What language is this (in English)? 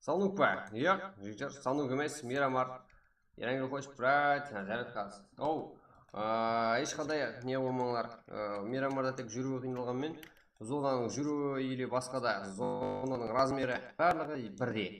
Kara-Kalpak